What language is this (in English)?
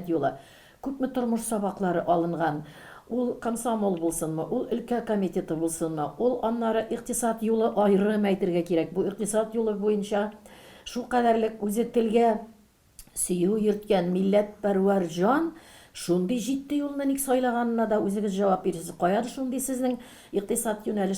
Tatar